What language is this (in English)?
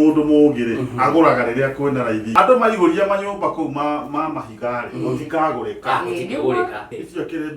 Kikuyu